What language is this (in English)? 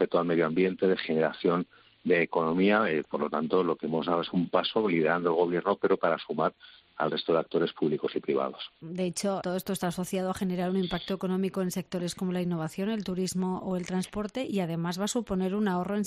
Spanish